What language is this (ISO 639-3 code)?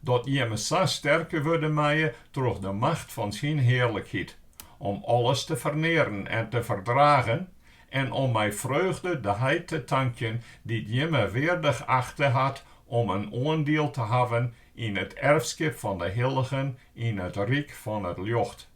fry